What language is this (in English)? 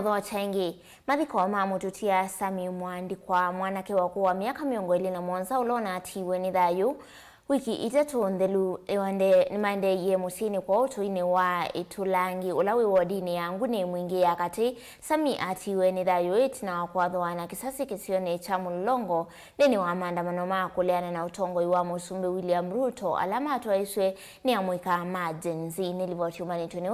Kamba